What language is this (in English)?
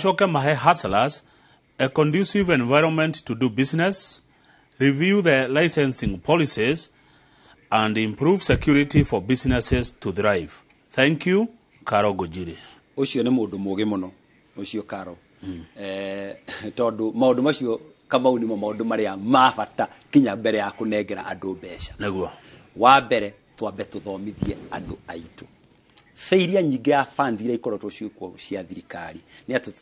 Kikuyu